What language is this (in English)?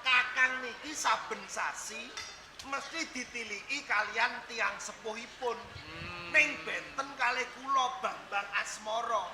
Javanese